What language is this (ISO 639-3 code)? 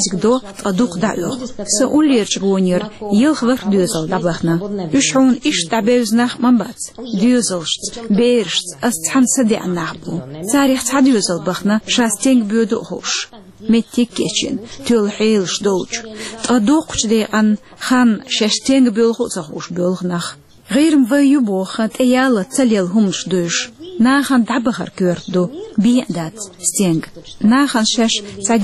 che